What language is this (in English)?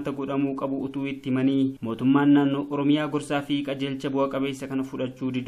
Oromo